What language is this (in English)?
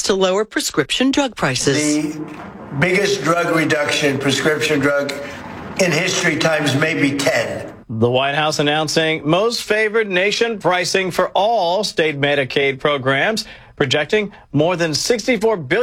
English